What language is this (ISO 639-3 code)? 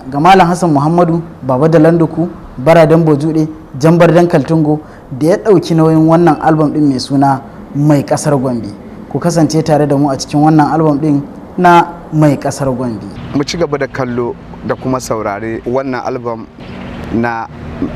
hau